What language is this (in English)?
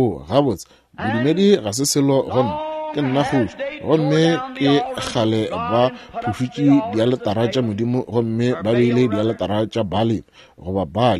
Northern Sotho